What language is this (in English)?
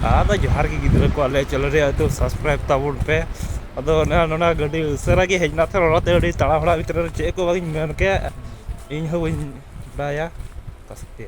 Santali